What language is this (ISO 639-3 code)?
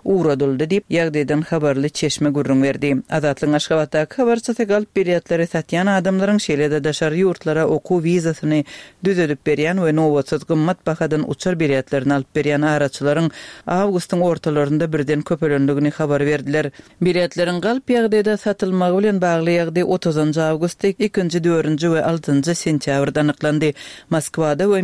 tuk